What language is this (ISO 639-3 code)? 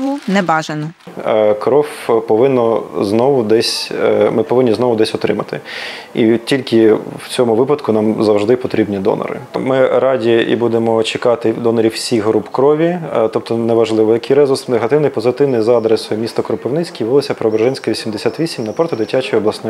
ukr